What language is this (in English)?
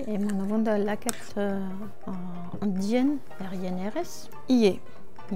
Breton